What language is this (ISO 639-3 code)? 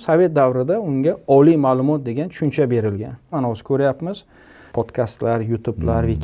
uzb